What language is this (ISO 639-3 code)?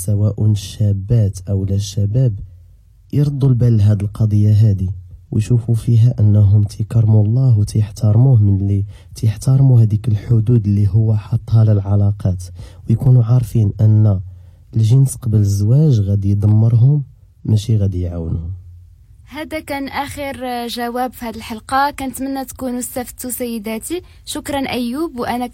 ary